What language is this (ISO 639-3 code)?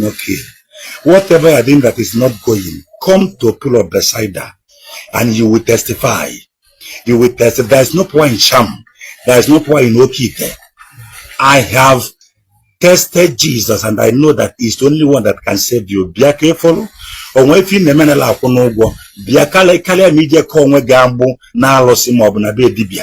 ibo